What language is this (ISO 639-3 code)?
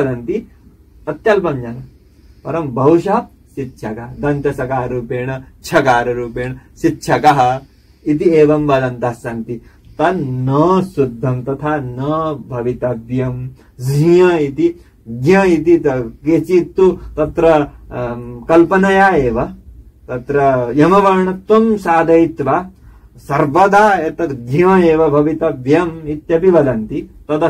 san